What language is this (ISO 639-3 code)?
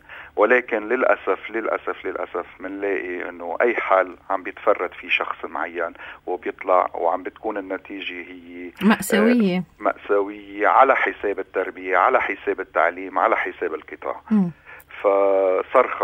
apc